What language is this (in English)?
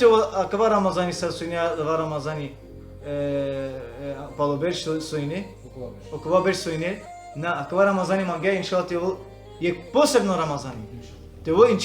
Balkan Romani